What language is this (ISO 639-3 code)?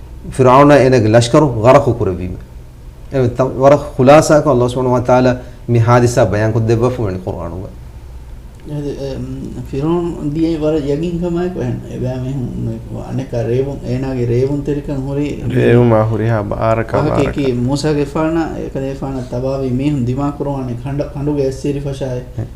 div